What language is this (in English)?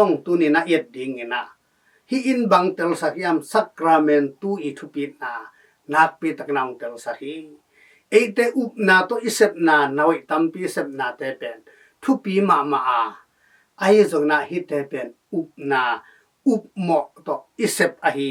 Tedim Chin